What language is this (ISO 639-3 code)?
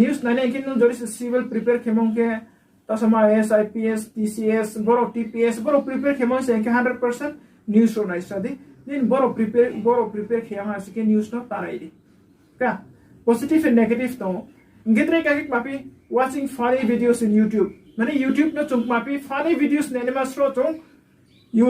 ria